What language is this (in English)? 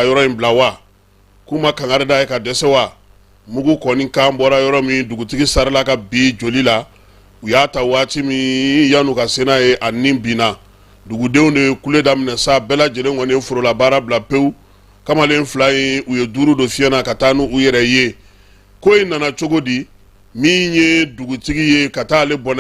Bambara